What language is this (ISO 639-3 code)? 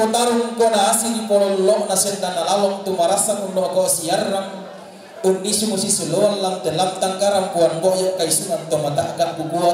sda